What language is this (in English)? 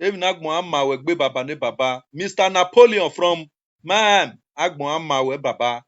Nigerian Pidgin